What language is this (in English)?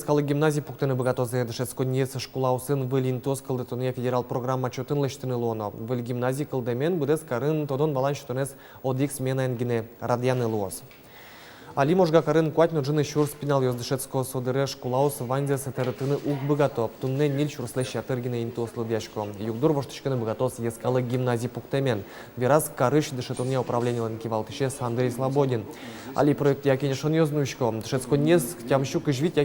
Udmurt